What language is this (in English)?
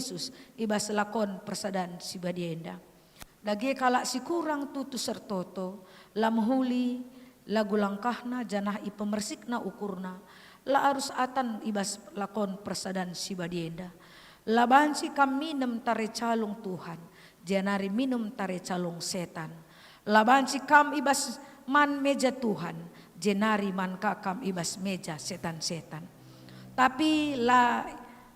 Batak Karo